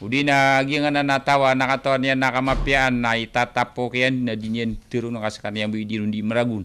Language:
Maranao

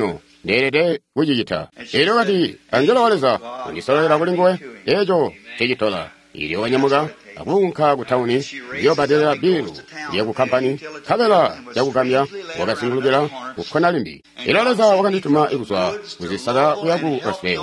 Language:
Tonga (Zambia)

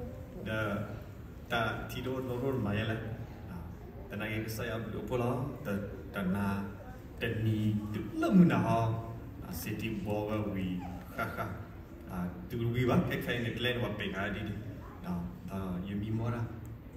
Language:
S'gaw Karen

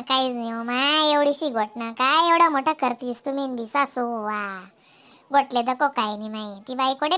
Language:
Khandesi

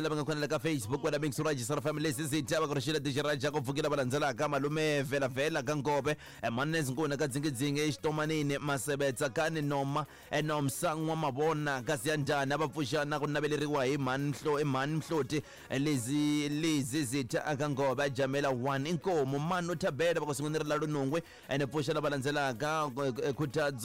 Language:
Tsonga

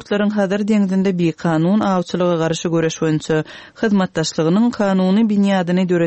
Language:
Turkmen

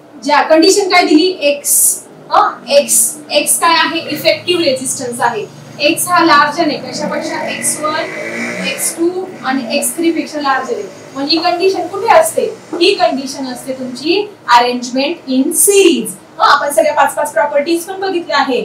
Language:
Marathi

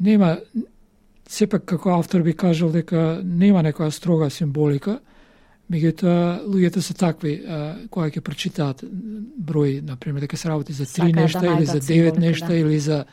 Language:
Macedonian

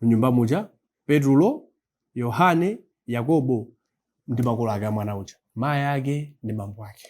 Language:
Nyanja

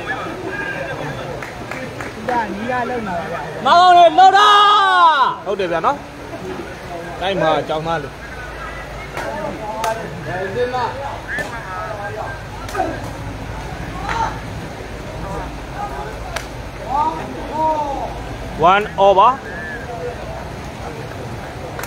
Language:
Burmese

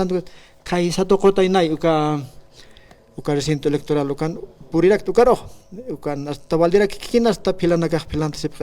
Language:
Aymara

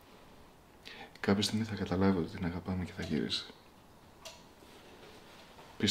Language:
Greek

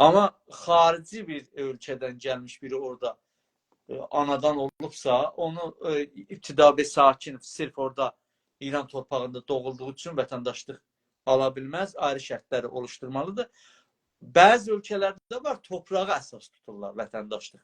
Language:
South Azerbaijani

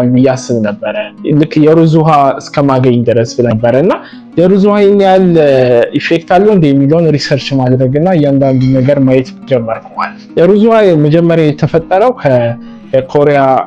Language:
Amharic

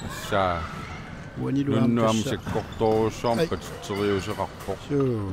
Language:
Kalaallisut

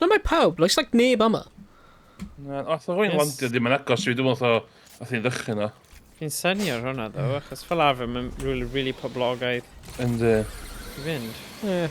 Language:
Welsh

